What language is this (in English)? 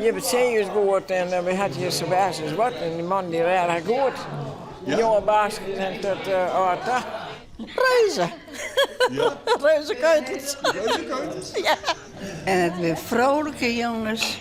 Western Frisian